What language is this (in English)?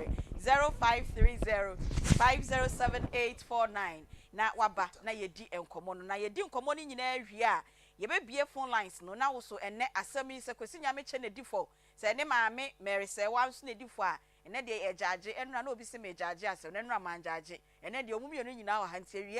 Akan